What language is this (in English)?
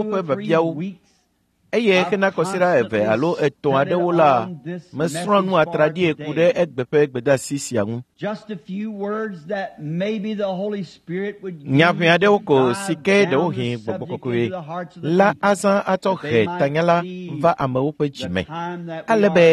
Ewe